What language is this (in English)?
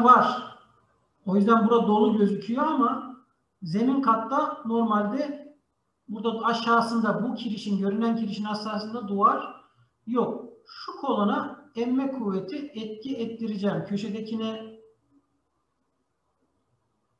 Turkish